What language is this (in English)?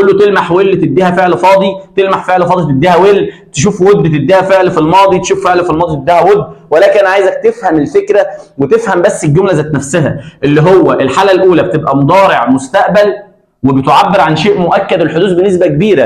Egyptian Arabic